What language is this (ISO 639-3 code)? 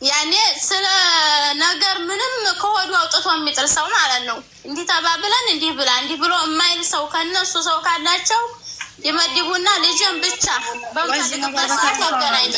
amh